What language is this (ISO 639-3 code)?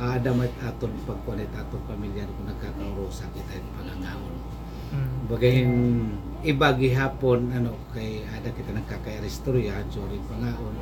war